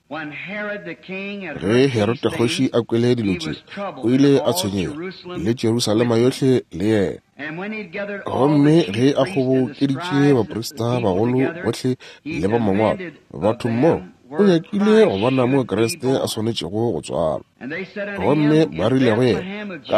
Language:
Northern Sotho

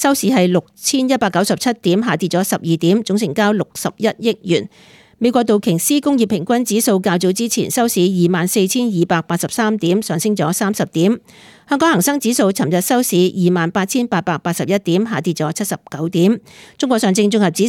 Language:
Cantonese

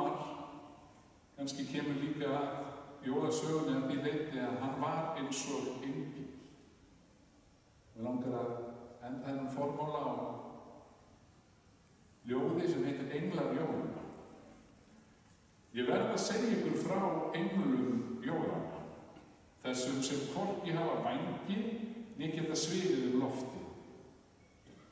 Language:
Icelandic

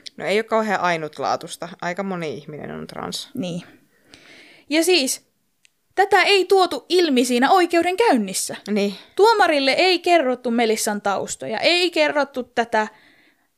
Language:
Finnish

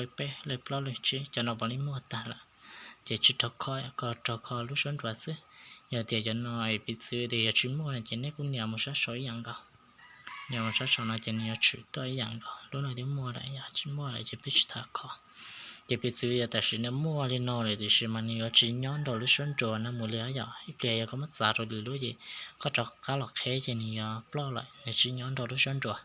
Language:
Hmong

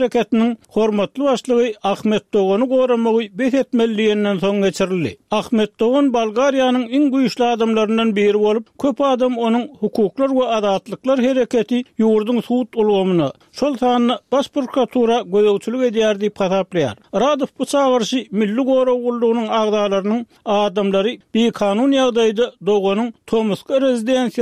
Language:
Turkmen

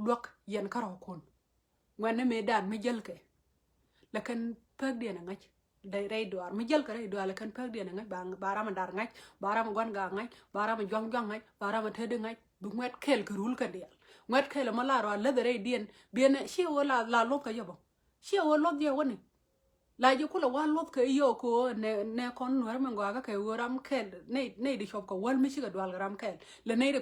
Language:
Nuer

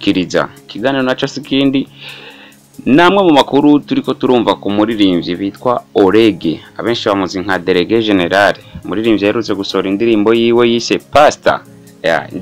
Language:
Rundi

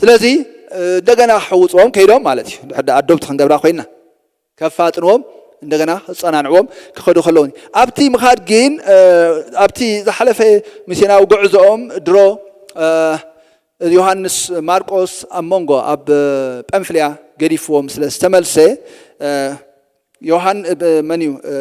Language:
Tigrinya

